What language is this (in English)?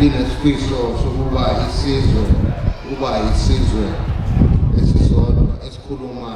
Zulu